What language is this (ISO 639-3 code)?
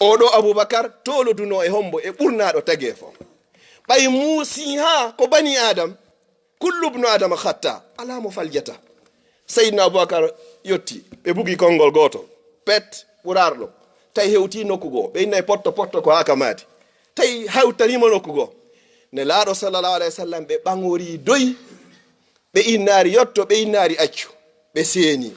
ful